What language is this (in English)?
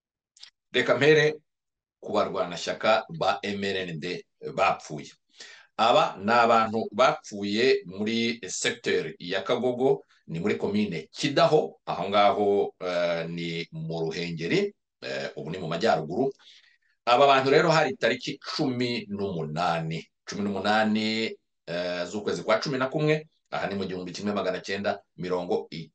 Kinyarwanda